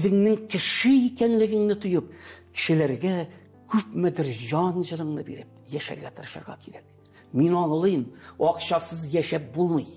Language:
Tatar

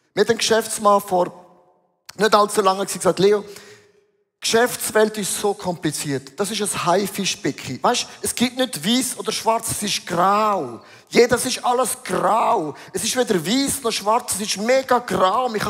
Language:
Swiss German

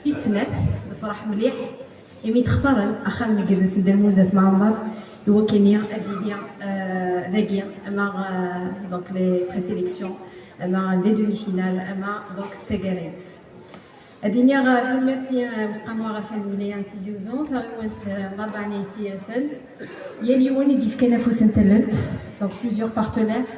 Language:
Kabyle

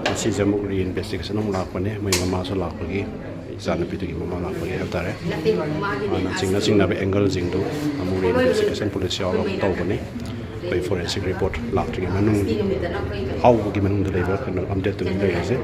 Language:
Manipuri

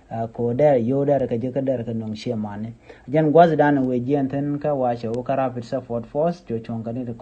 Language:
Nuer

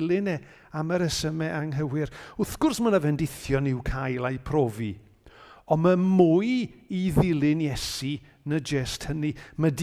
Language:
Welsh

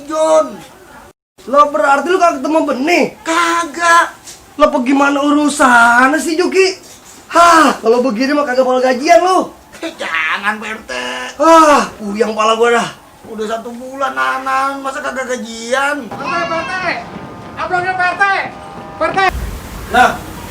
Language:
Betawi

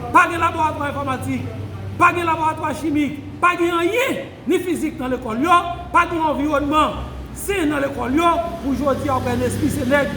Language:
Haitian Creole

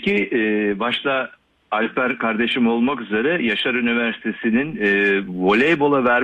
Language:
Turkish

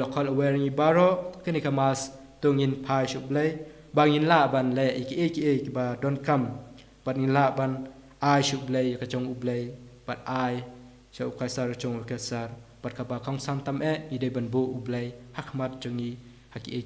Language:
Khasi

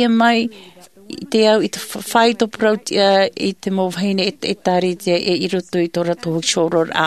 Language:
Tahitian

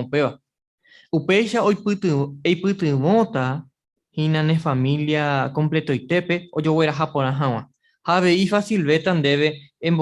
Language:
Guarani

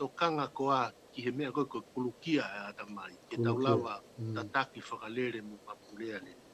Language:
Tongan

